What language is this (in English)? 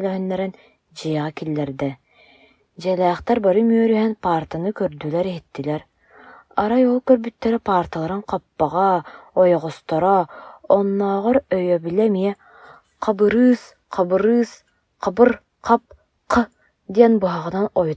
Yakut